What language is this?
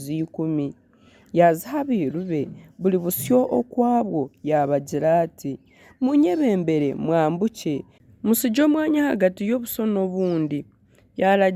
Nyankole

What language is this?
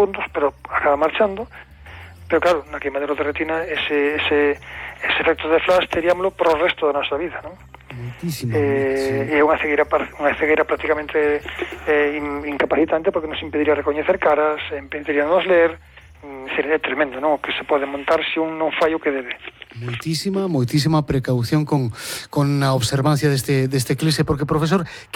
Galician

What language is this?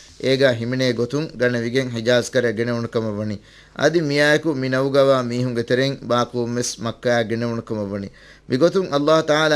Divehi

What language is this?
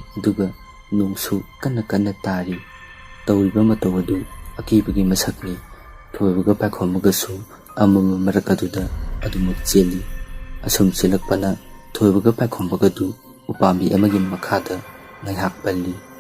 Manipuri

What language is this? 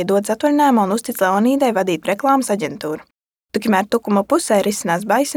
Latvian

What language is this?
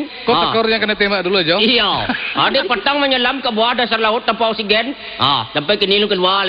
Minangkabau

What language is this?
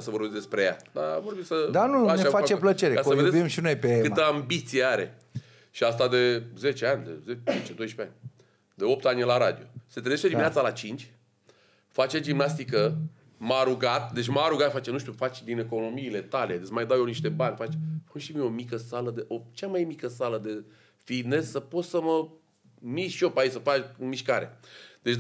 Romanian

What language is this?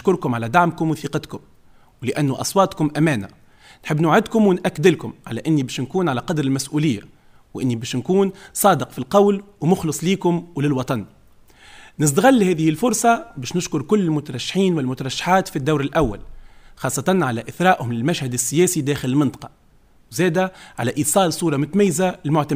Tunisian Arabic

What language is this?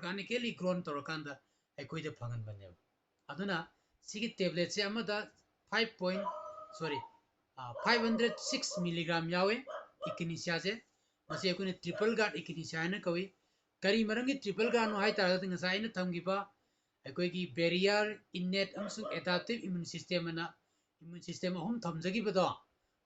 Manipuri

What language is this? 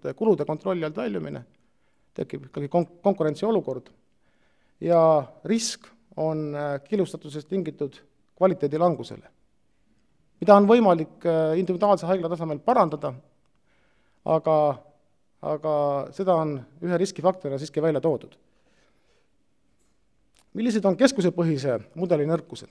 Estonian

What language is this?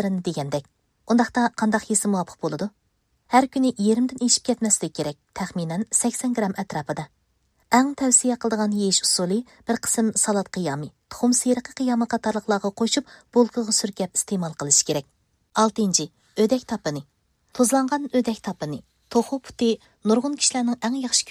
Uyghur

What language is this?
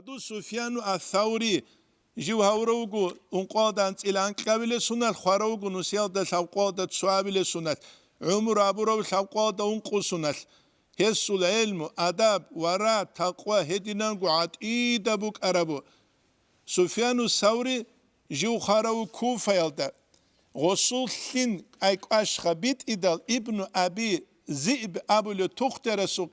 Avaric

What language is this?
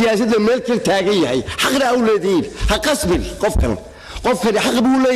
Somali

